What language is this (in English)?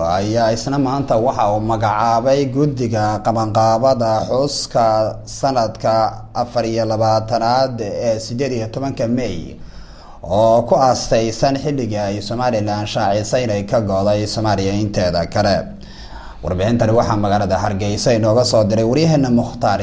Somali